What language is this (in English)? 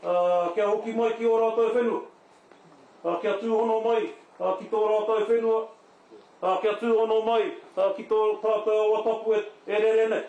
Māori